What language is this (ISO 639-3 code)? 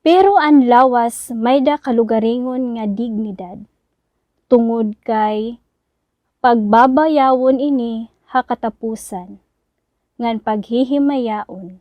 war